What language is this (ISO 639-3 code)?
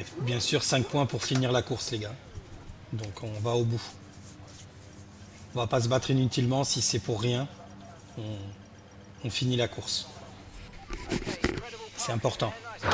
fra